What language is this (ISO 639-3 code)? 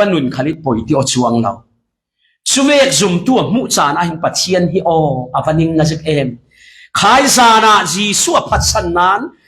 cfm